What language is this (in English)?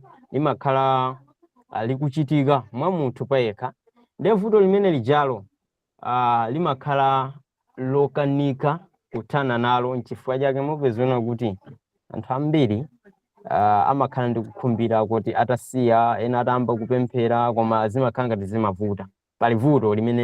Nyanja